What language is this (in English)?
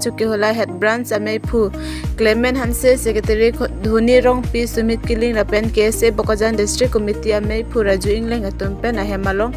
Karbi